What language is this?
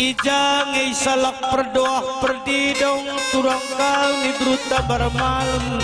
Batak Karo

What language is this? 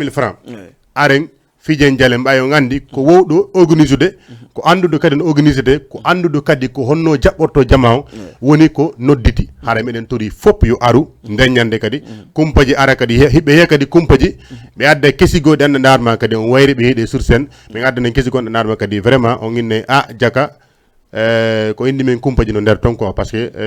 Fula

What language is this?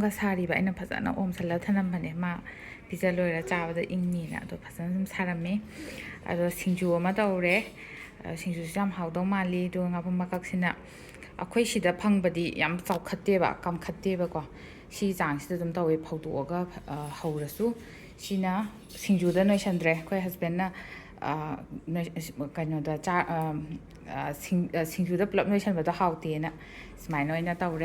Manipuri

